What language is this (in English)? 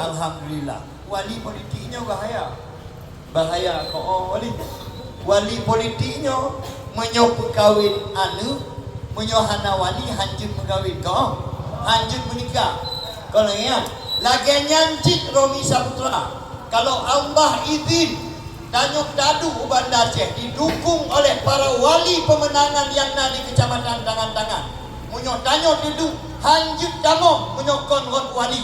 Achinese